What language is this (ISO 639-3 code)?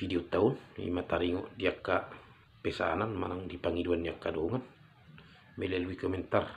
bbc